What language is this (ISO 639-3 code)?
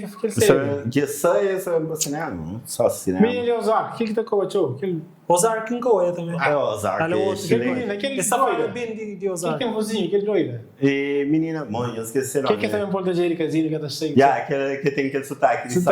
kea